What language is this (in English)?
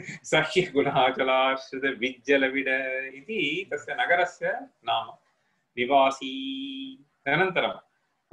Sanskrit